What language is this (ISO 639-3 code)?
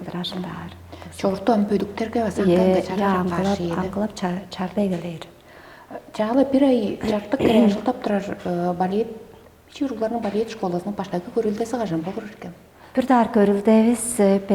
tyv